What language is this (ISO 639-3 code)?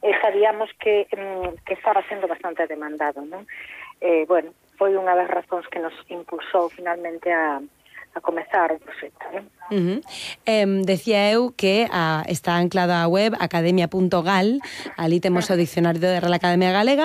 glg